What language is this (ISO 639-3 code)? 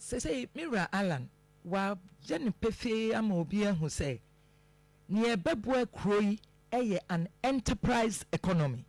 aka